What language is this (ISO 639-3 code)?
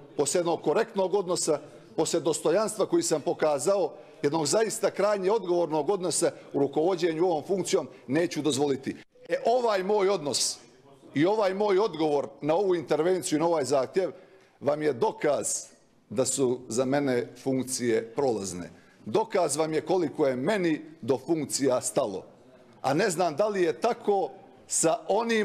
bos